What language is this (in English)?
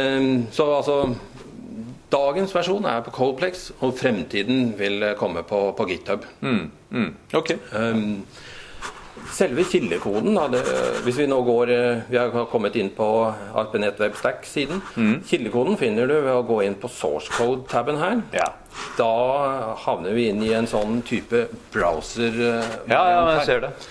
Norwegian